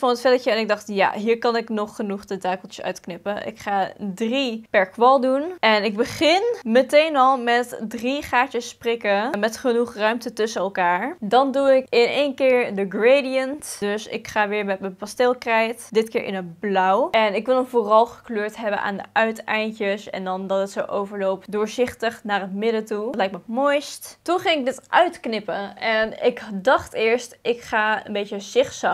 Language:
Dutch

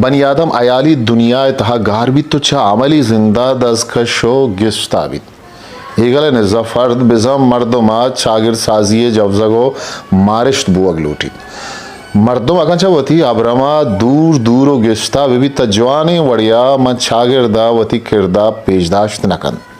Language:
Eastern Balochi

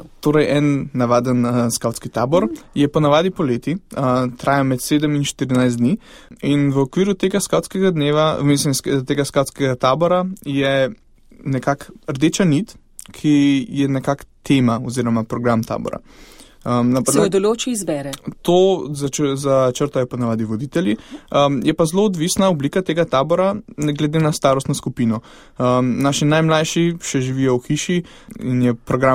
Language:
Slovenian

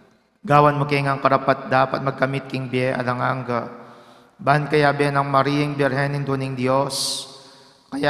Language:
Pampanga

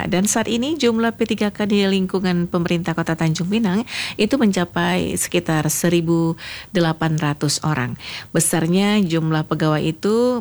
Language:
Indonesian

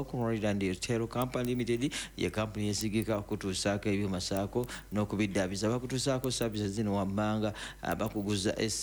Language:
Ganda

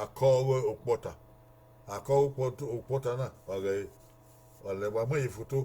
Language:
Bini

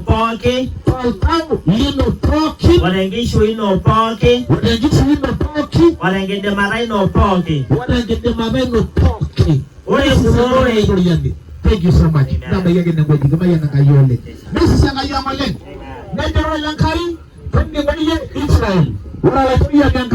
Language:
Masai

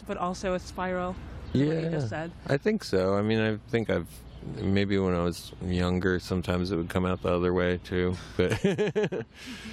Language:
English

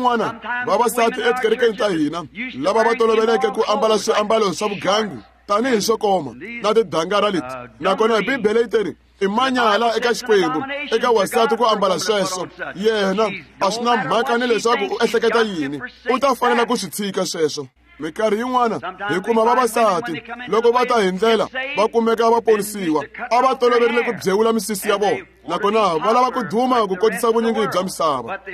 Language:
Tsonga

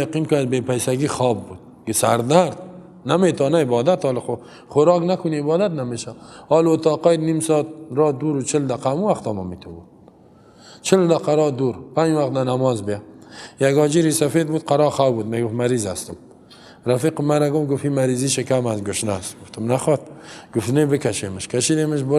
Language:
Persian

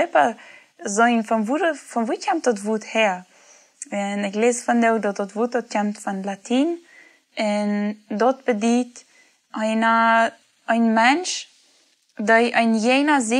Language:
Plautdietsch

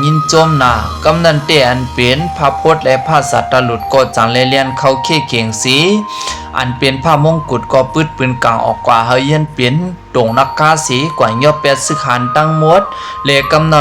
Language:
Shan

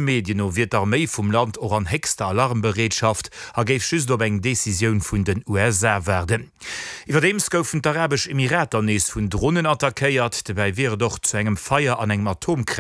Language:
Luxembourgish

